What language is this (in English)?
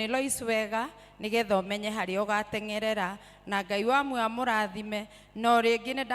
Kikuyu